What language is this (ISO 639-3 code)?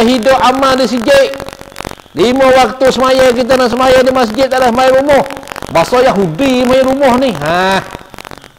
msa